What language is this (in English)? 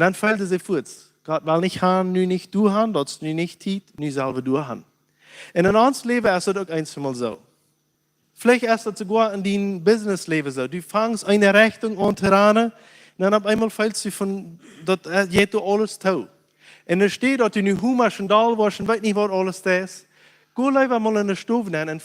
Plautdietsch